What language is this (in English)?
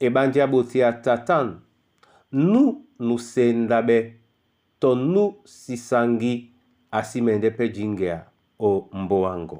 Duala